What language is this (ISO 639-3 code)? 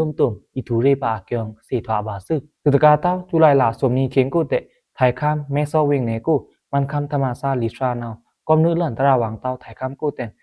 blk